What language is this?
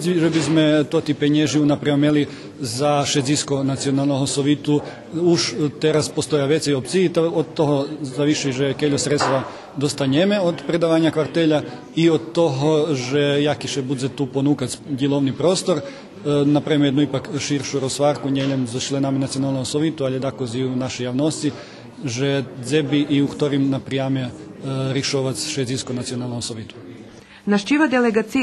Rusyn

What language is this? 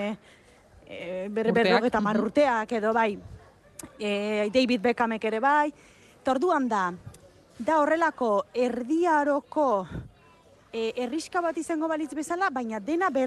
Basque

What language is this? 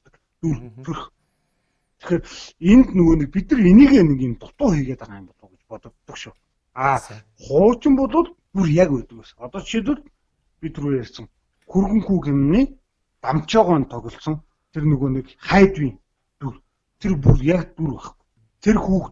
Mongolian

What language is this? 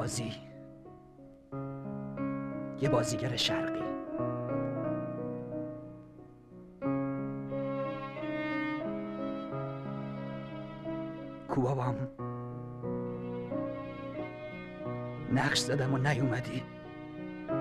Persian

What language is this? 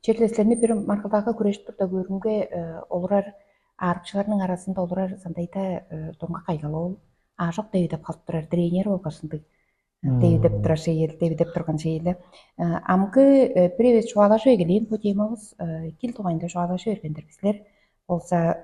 Tuvinian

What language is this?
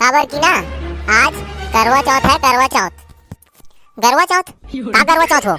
Chhattisgarhi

